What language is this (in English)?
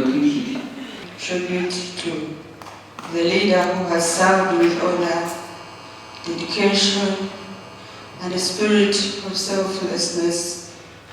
Nyankole